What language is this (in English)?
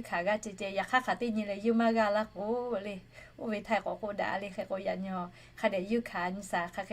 Lahu